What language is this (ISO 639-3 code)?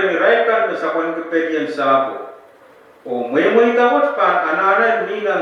pon